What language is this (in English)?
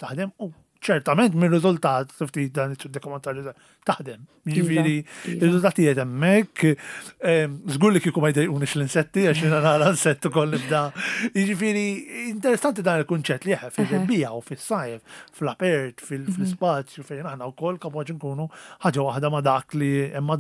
Maltese